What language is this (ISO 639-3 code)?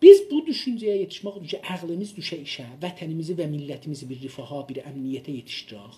azb